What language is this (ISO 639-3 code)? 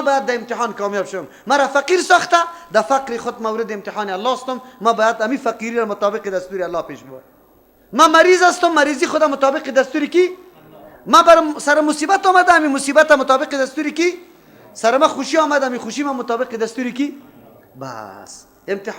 fas